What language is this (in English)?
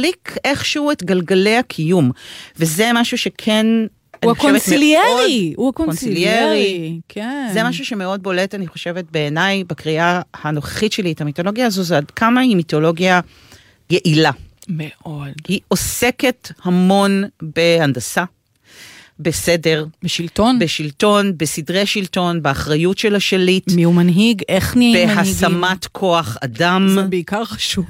Hebrew